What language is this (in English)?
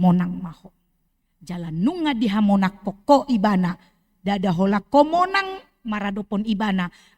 Batak Toba